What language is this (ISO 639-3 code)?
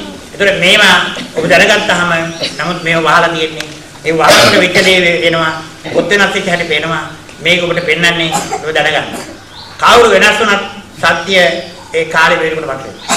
sin